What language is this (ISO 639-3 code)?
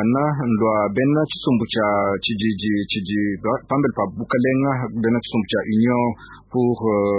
lua